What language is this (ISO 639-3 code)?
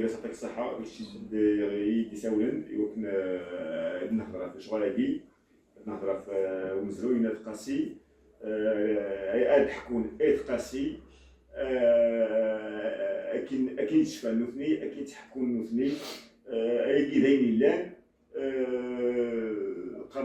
kab